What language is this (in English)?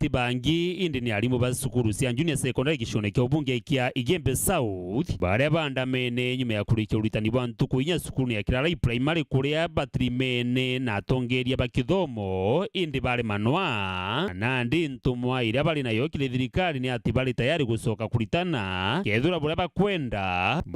Meru